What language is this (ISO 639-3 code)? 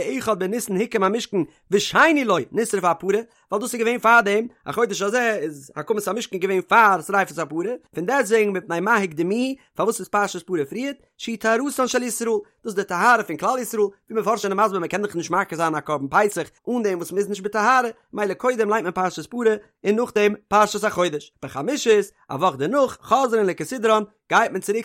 yid